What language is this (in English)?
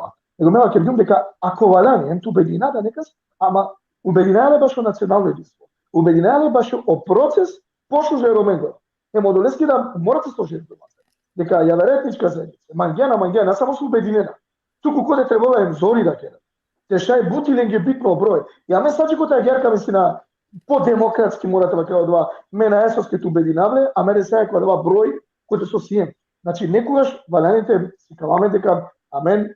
Balkan Romani